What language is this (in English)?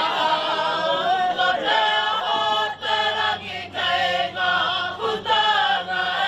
Māori